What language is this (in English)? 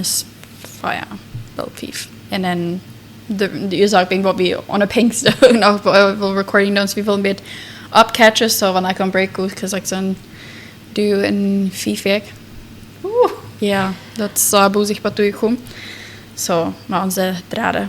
Plautdietsch